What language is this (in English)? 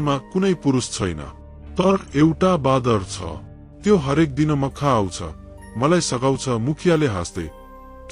Nepali